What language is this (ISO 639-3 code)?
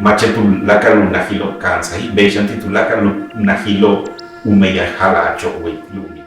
yua